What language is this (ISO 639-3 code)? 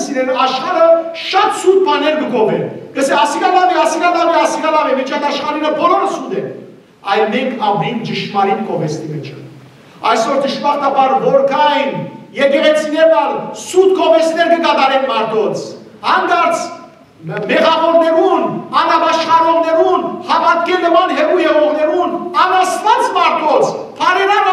hyw